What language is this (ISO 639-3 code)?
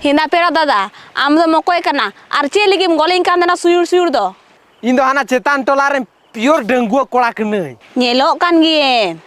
sat